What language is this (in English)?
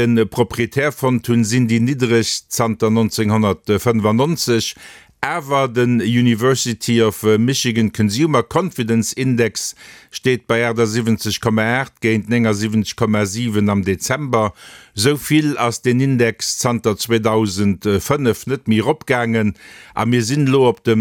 Luxembourgish